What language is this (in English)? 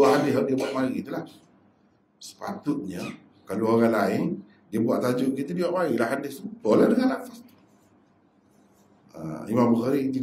Malay